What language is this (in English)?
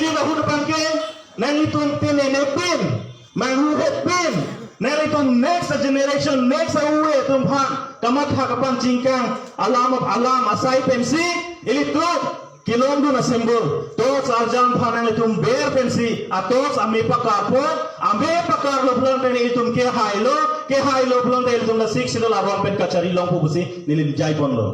Karbi